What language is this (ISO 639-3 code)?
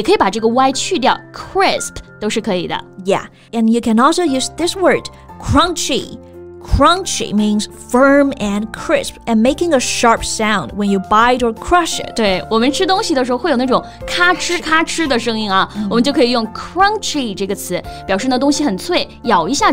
zho